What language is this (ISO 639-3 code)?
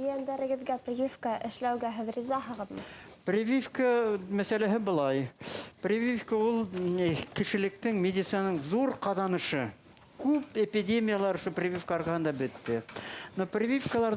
bak